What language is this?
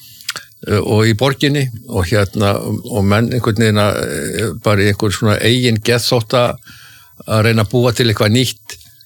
Icelandic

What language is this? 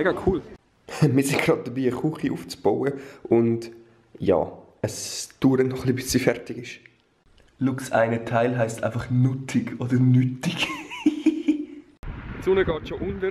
Swiss German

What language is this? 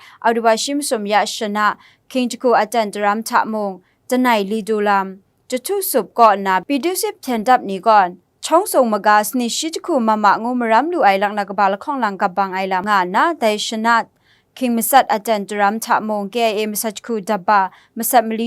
Kachin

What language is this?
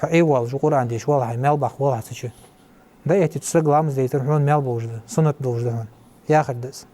Ingush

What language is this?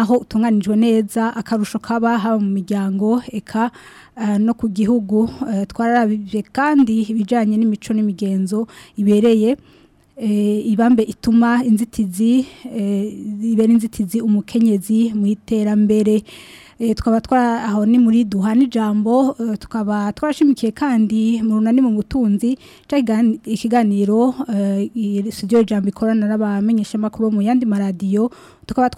Rundi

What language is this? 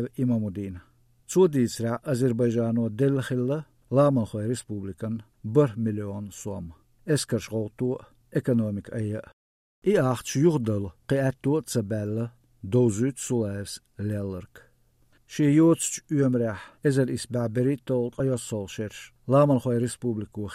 Chechen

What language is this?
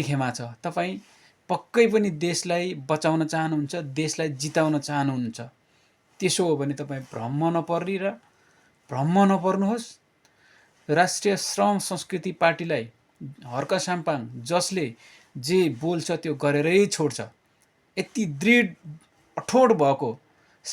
Nepali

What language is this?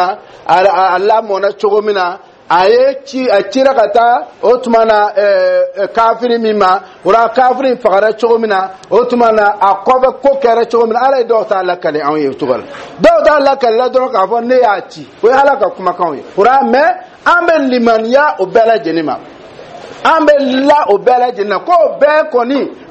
Dyula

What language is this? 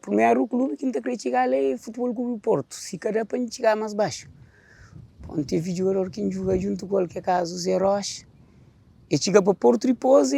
Kabuverdianu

